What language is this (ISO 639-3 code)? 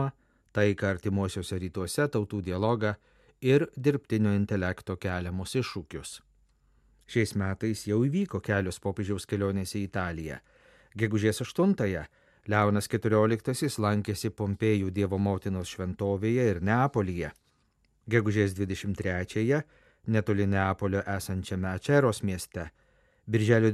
lit